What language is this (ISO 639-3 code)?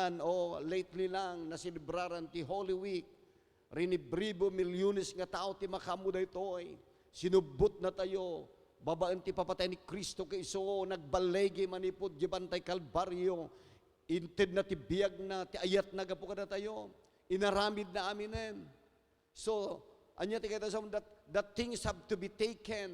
ilo